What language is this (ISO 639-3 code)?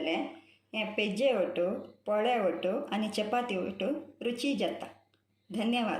kok